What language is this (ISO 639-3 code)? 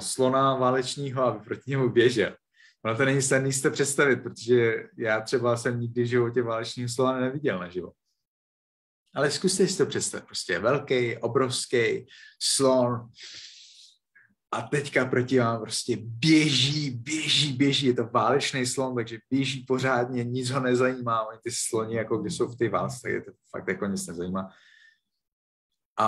ces